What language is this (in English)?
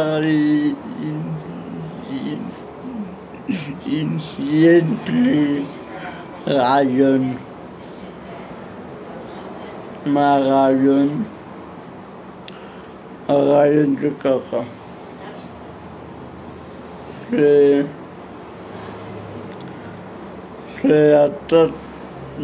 Hebrew